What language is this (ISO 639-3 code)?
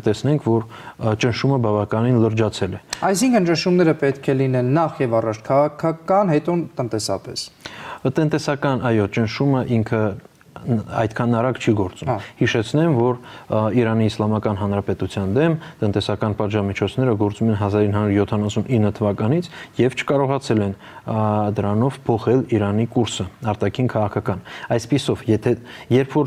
hye